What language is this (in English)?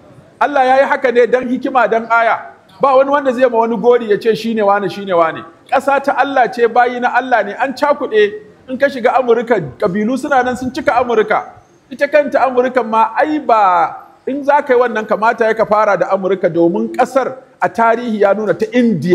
Hausa